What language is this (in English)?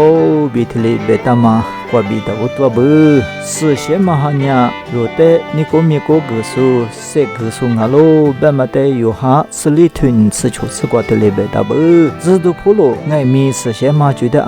Lisu